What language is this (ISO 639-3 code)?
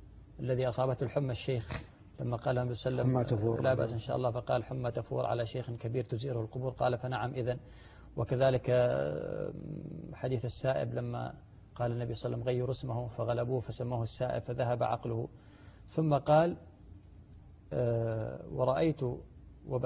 ara